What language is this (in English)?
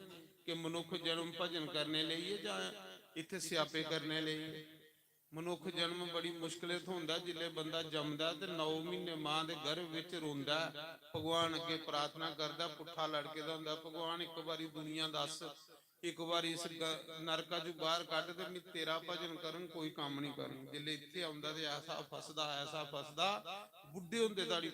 Dogri